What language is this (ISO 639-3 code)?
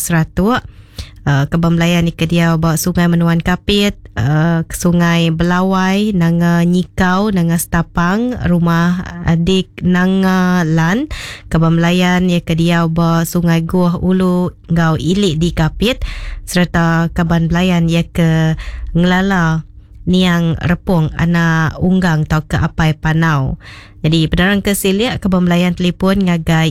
iba